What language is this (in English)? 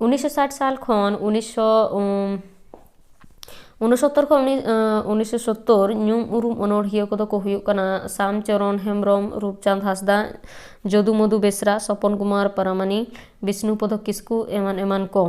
Santali